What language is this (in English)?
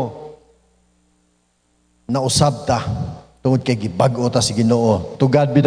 Cebuano